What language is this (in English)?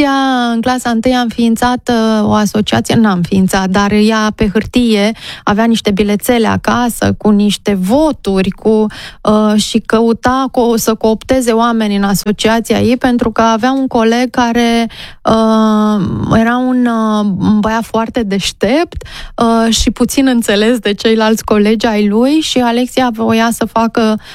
Romanian